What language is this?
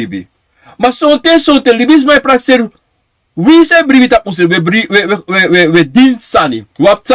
Sranan Tongo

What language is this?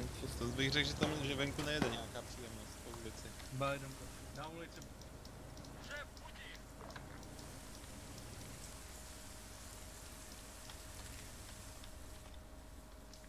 Czech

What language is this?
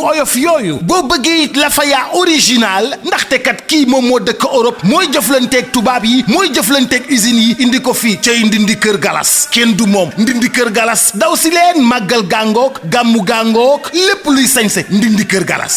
Wolof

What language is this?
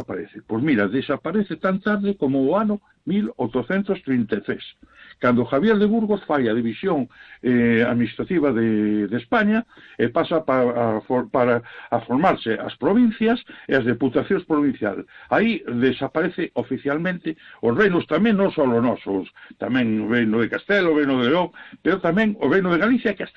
Galician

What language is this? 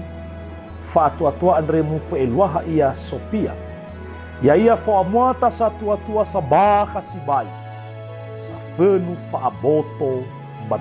Nias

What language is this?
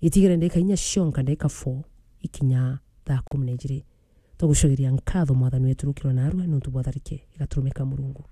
Meru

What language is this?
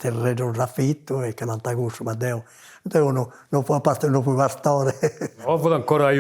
Sardinian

